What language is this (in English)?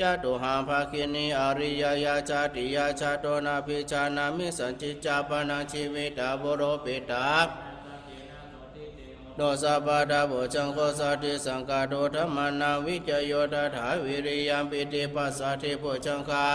Pali